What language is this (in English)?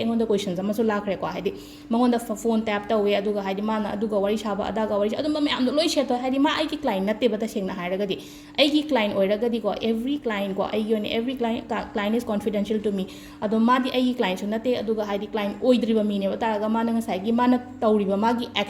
Manipuri